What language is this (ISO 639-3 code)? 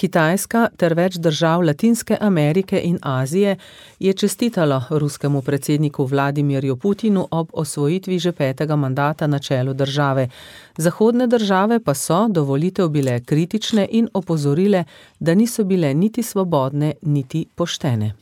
slv